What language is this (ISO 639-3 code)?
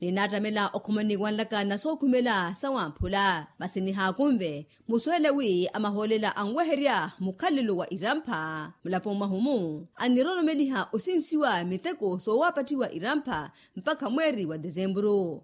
vmw